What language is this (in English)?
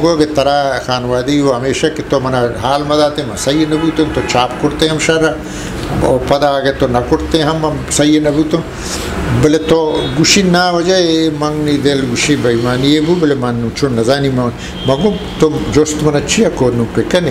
Eastern Balochi